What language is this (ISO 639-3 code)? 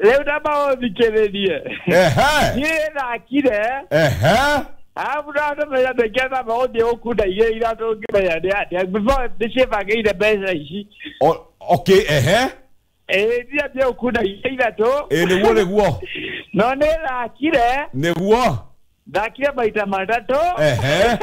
kik